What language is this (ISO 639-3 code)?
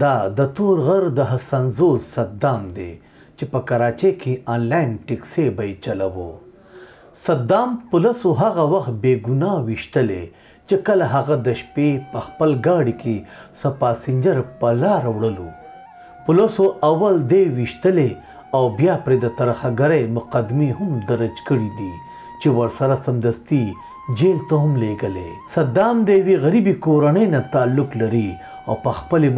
pus